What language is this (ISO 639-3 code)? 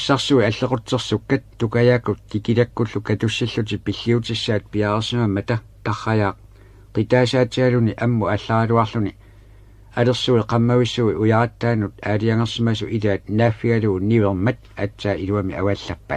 kal